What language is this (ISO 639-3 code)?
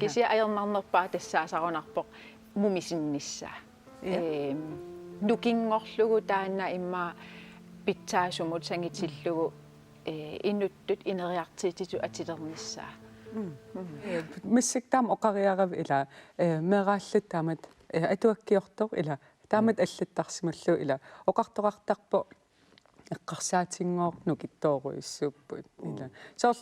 kal